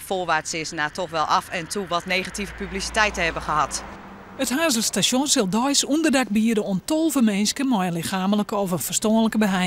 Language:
Western Frisian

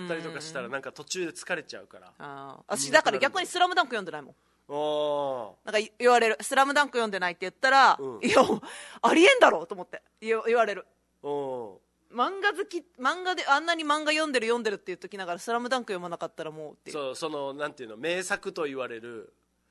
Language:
Japanese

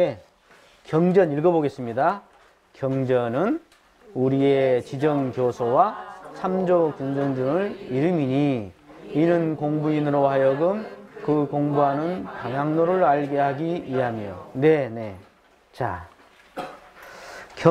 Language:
Korean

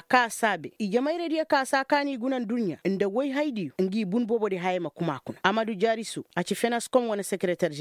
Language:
Koyraboro Senni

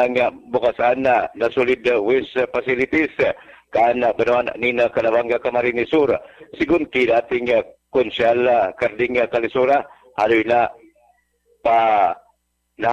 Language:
Bikol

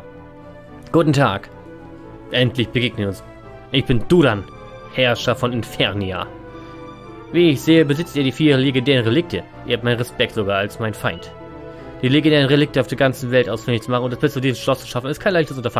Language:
German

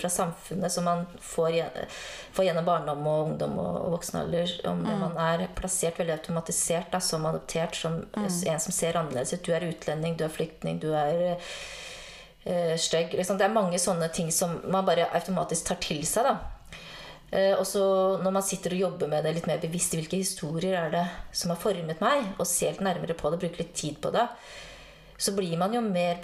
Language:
Norwegian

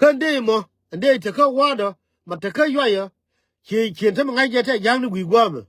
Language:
Nuer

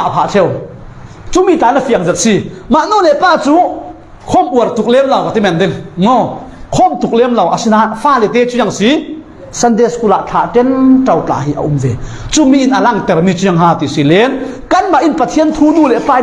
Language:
Falam Chin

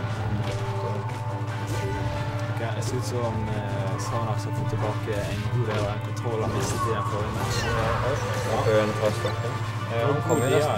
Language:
Norwegian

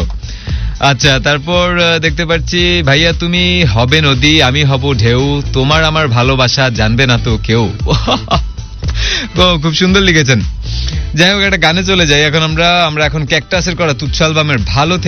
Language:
Bangla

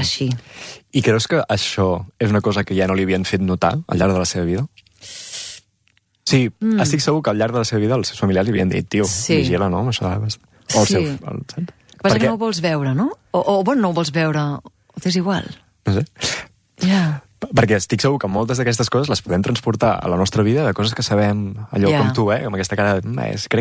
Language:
Catalan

